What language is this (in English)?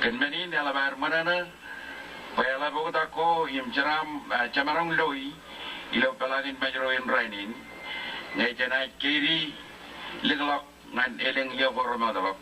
Marshallese